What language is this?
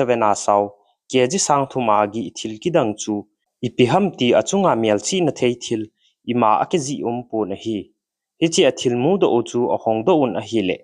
Thado Chin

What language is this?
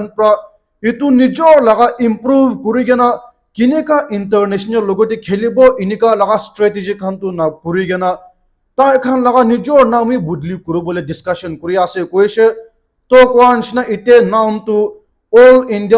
Naga Pidgin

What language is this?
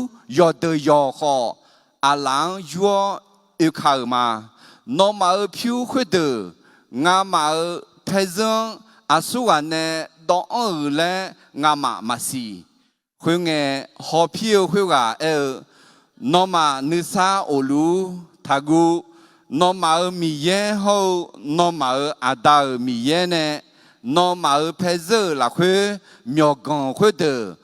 Akha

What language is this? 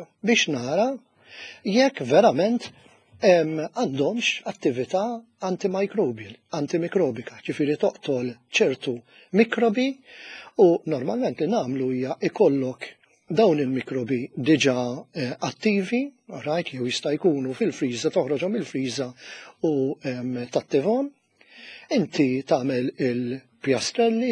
Maltese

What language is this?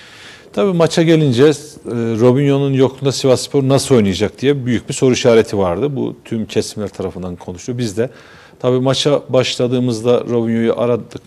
Turkish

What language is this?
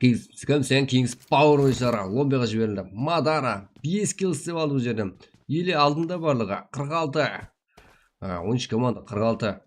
Kara-Kalpak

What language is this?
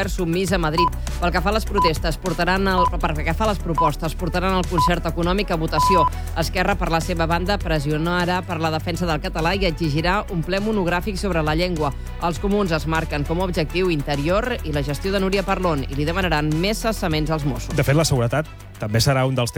Catalan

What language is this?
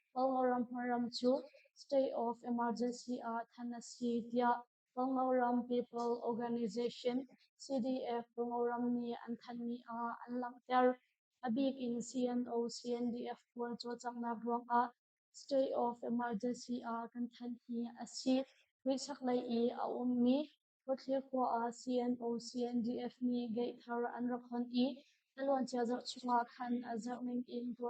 Hakha Chin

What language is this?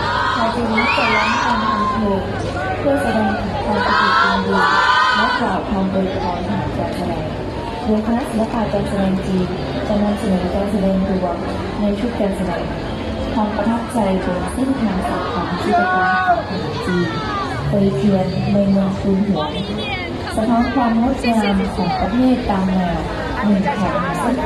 Lao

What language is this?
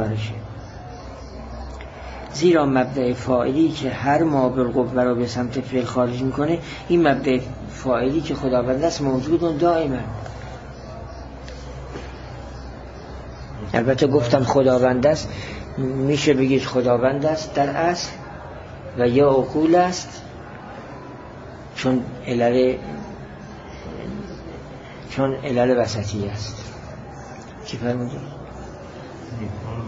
Persian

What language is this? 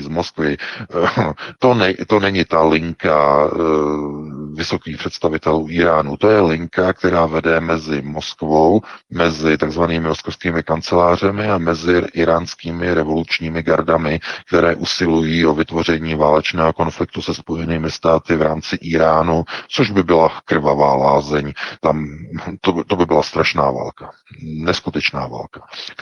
Czech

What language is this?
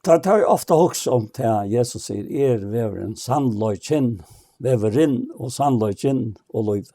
Faroese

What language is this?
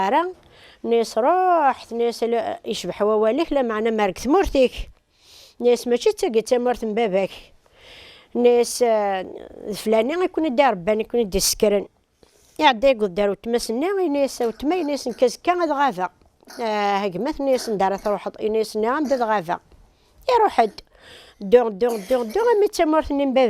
Kabyle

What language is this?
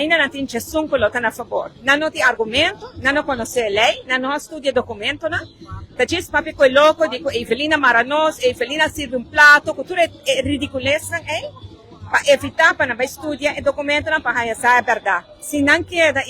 Papiamento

